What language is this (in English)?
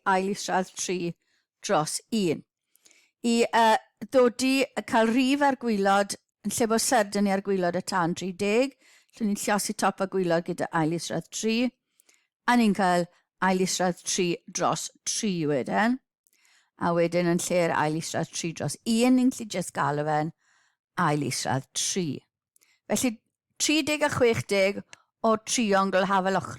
Welsh